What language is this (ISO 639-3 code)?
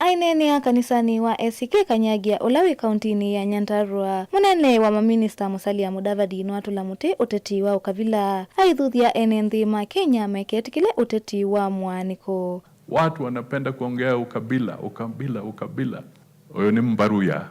kam